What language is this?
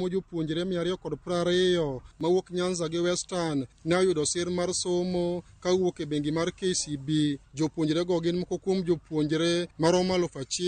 Luo (Kenya and Tanzania)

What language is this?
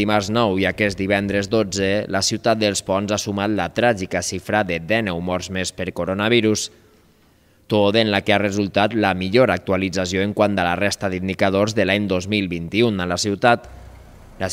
Catalan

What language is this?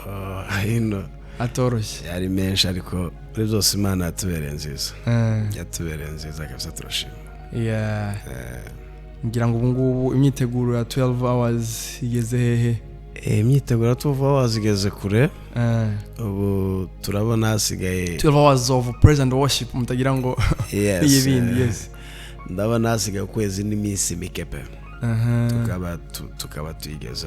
Kinyarwanda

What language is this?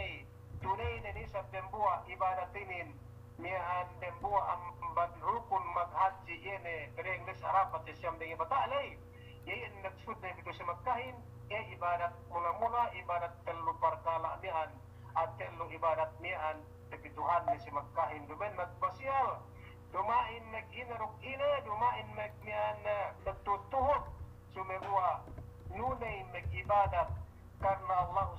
Yakan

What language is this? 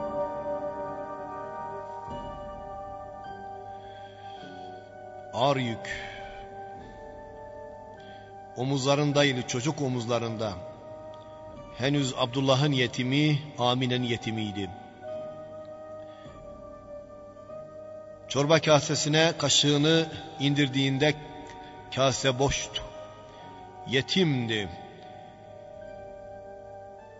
Turkish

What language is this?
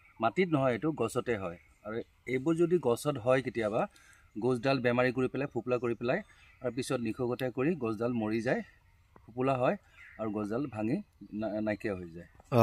Assamese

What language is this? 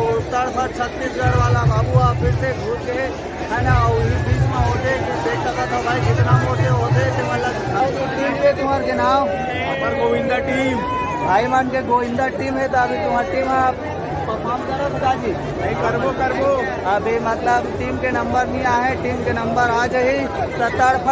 Chhattisgarhi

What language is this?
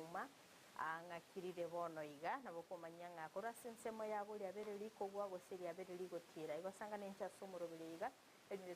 Gusii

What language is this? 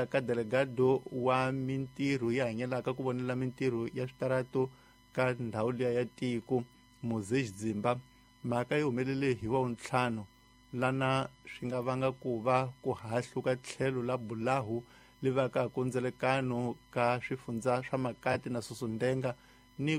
Tsonga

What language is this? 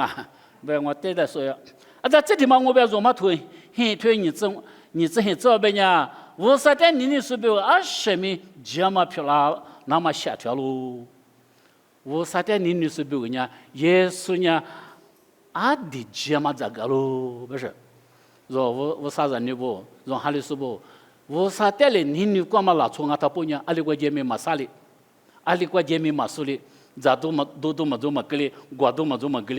Lisu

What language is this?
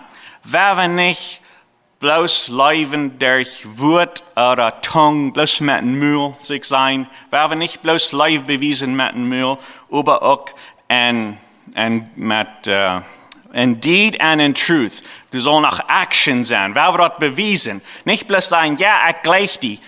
Plautdietsch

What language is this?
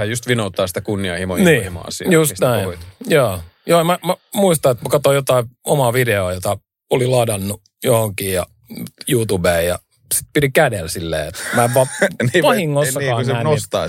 Finnish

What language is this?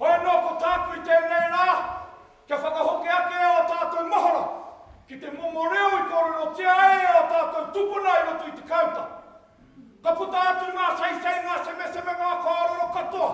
Māori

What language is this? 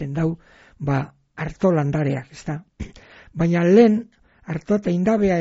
Basque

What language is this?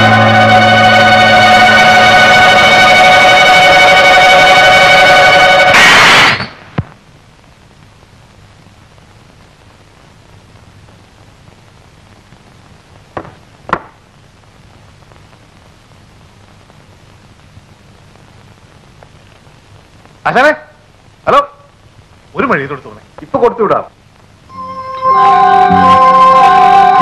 Malayalam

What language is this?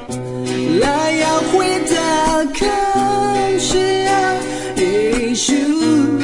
Akha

